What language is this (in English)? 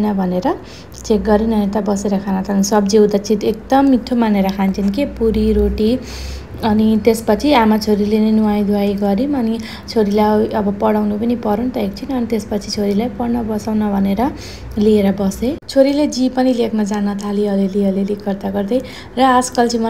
Nepali